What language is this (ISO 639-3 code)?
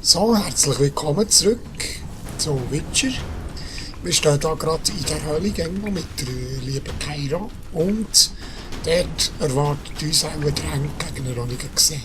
gsw